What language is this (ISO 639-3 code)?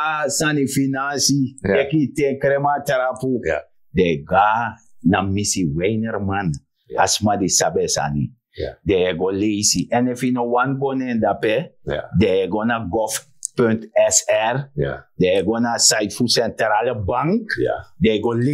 srn